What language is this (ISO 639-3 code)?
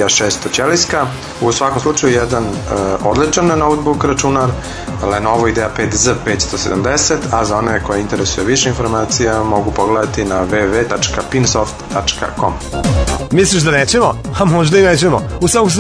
srp